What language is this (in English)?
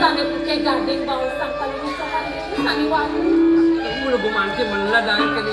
Balinese